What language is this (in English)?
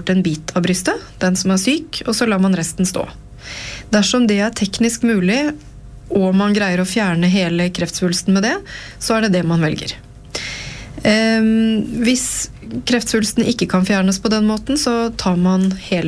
Norwegian